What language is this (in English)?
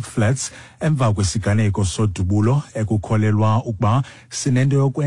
Xhosa